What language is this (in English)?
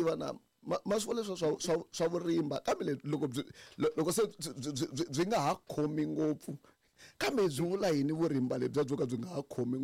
Tsonga